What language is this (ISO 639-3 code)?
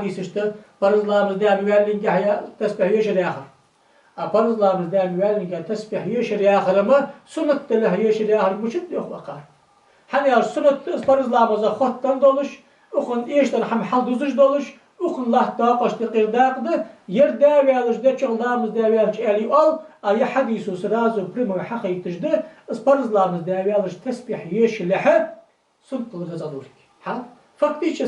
inh